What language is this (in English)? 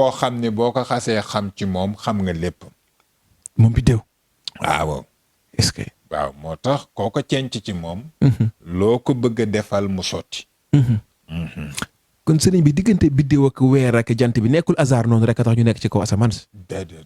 Wolof